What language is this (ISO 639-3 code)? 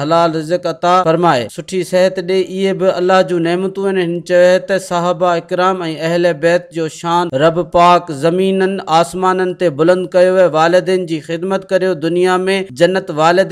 snd